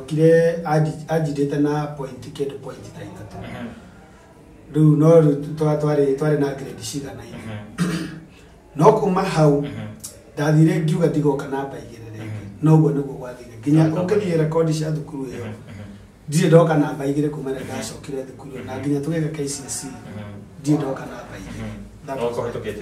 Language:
Kikuyu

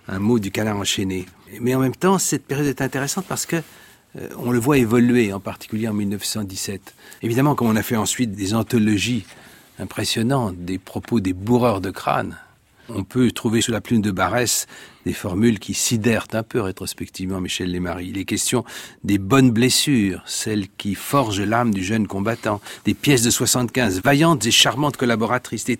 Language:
French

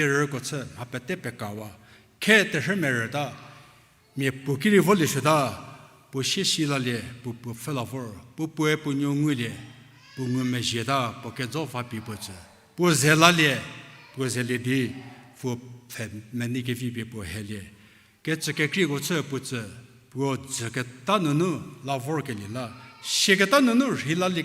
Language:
Angami Naga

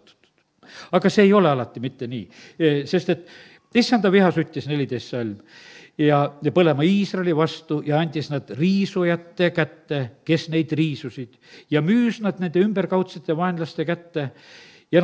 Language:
Estonian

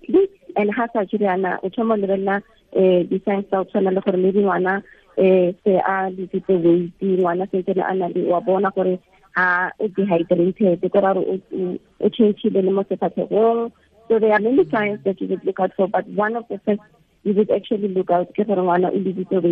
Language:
Tswana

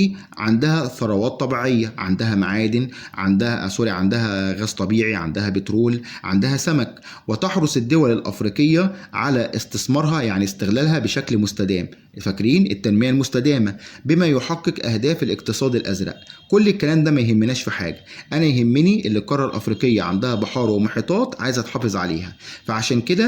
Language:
Egyptian Arabic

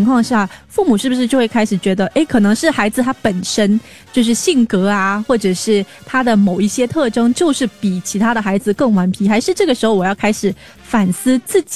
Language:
Chinese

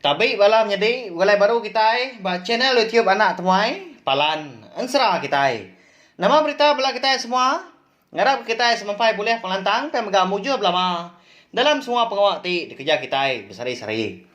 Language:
Iban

